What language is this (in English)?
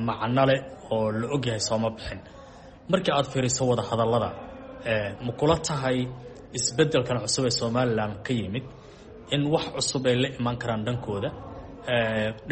Somali